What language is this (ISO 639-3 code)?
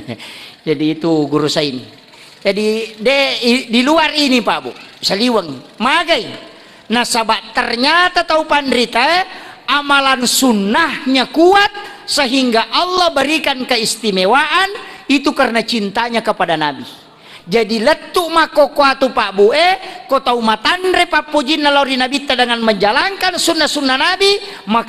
bug